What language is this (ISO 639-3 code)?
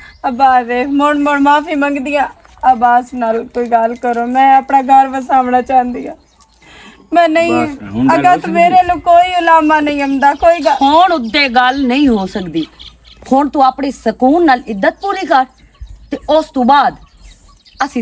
lah